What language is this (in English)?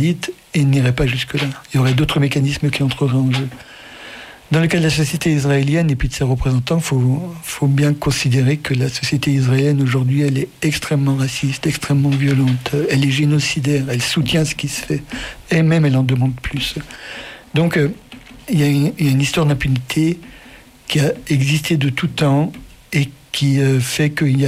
French